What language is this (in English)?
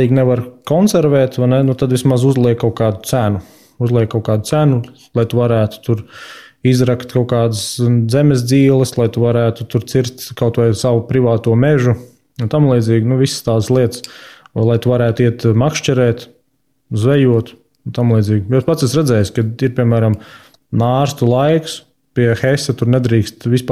Latvian